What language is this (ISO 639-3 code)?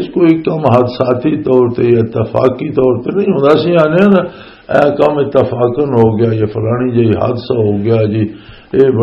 lah